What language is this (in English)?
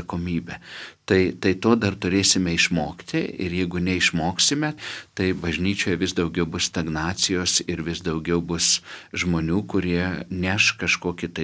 Lithuanian